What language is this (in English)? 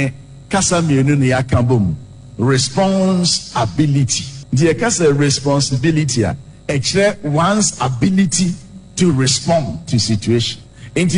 Akan